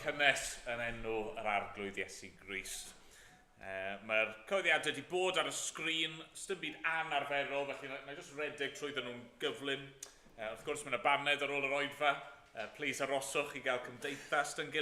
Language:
Welsh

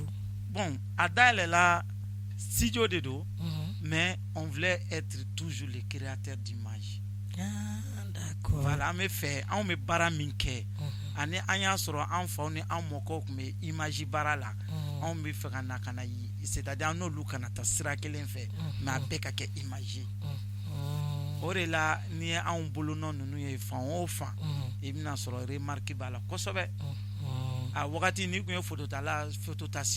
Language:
Bambara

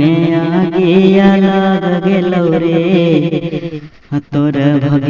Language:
Magahi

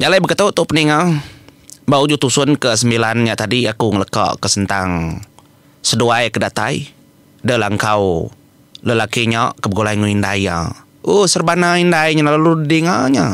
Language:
Iban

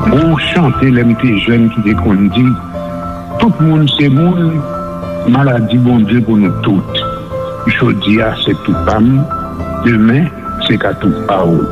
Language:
Haitian Creole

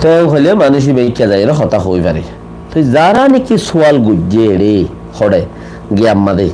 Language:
Rohingya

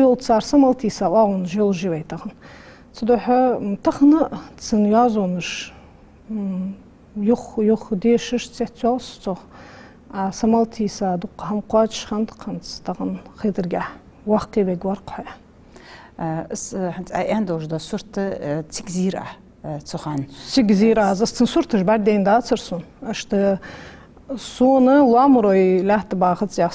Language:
Ingush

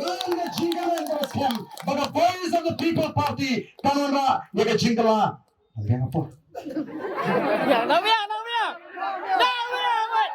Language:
Khasi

